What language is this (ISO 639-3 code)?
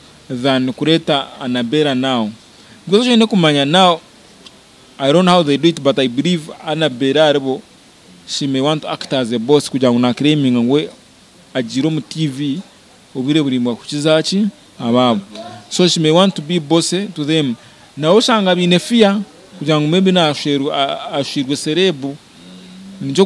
nyn